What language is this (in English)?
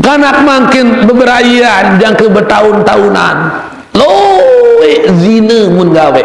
Sasak